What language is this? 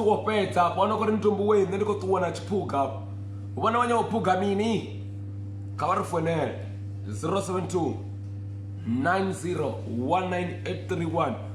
Venda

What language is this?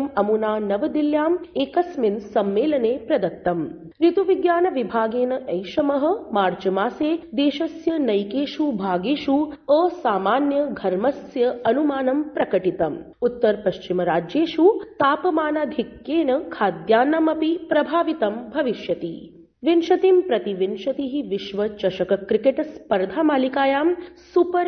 Sanskrit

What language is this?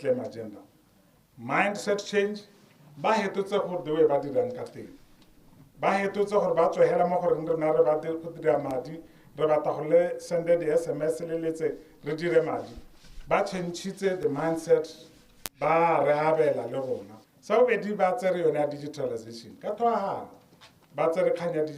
Tswana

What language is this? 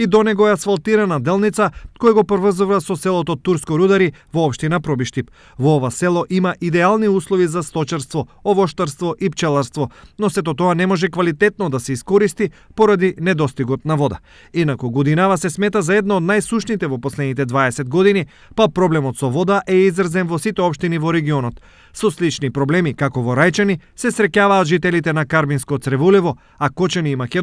Macedonian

